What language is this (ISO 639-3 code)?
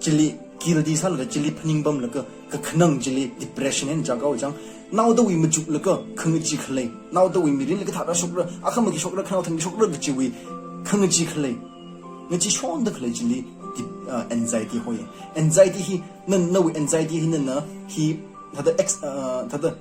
nmf